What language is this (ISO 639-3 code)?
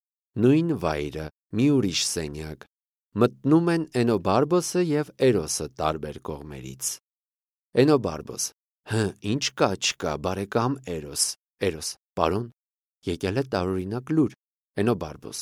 hye